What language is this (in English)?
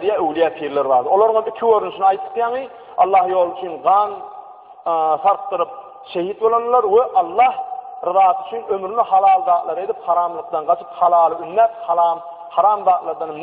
Turkmen